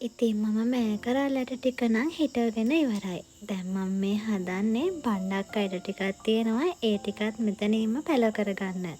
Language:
Sinhala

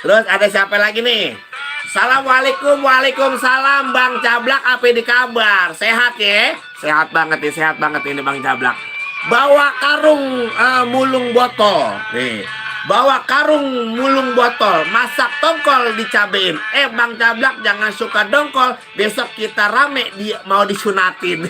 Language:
Betawi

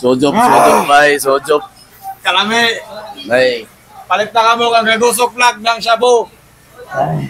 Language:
Surigaonon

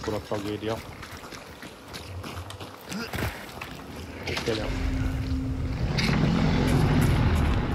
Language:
Hungarian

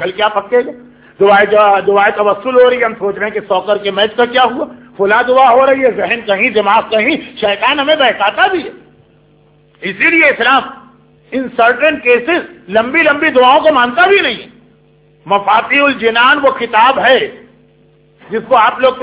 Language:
Urdu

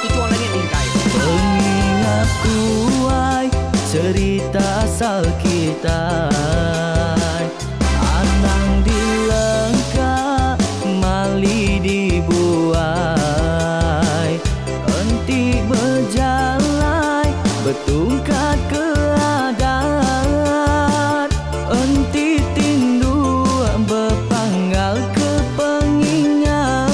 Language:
Iban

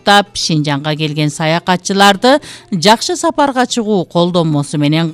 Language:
Kyrgyz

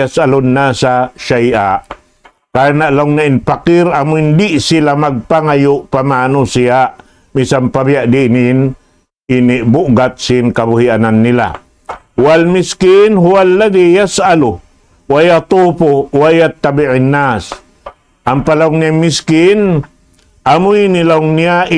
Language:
Tausug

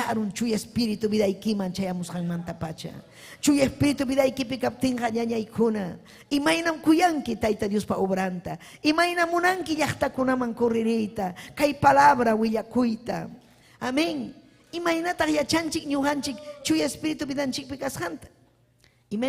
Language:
Ayacucho Quechua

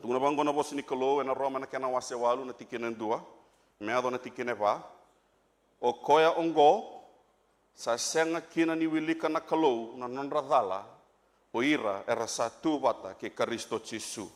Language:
Fijian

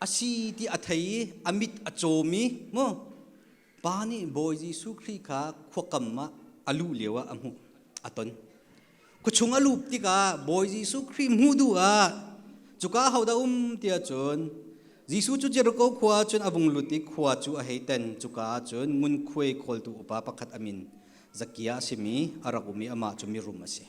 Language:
Hakha Chin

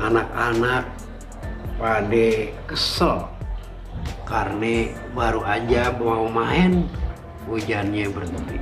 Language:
Betawi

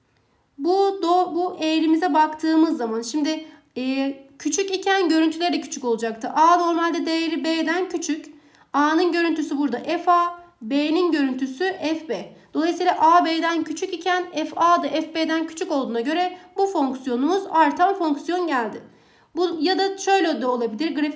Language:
Turkish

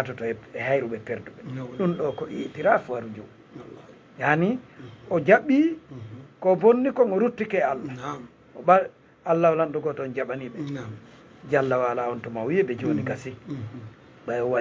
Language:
Fula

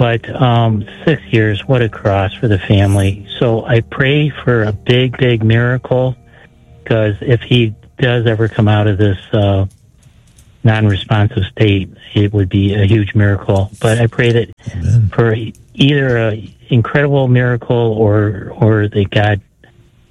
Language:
English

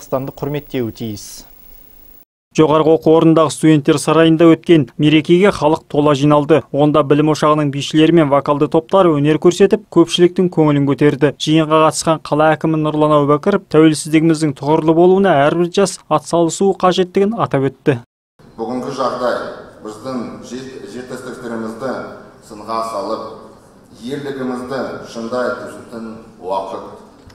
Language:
Kazakh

